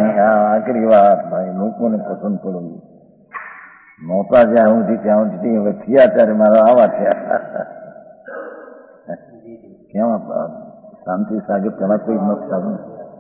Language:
Gujarati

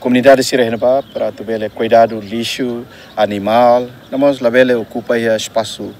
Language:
Tetum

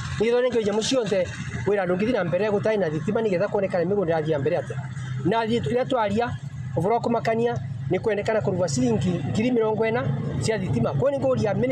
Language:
Meru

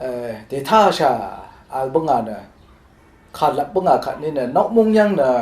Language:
Rawang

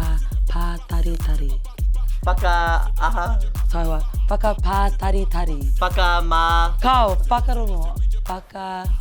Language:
Māori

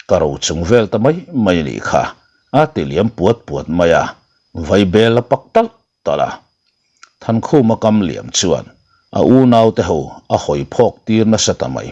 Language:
Mizo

